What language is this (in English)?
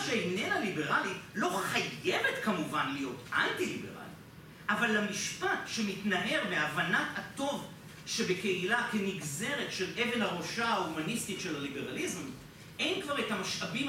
Hebrew